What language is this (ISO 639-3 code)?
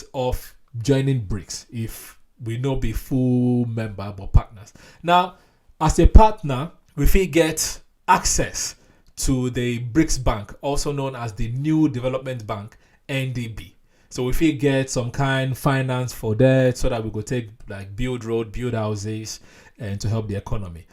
pcm